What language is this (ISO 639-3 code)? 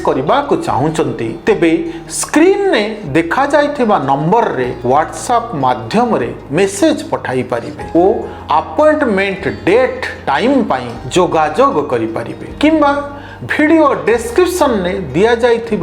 ori